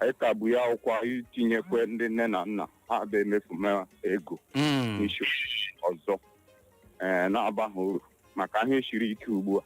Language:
Igbo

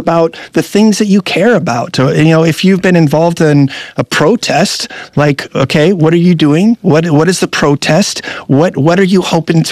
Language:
English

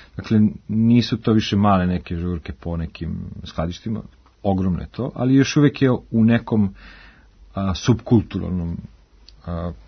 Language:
Serbian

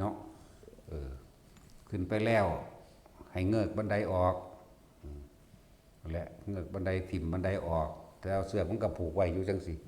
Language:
Northeastern Thai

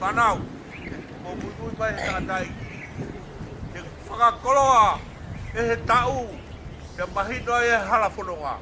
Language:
Tongan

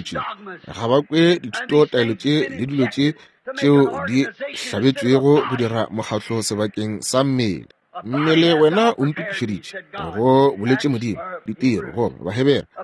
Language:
Northern Sotho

